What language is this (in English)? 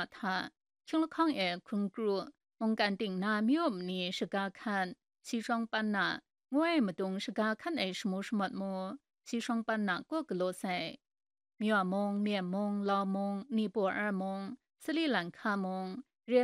Kachin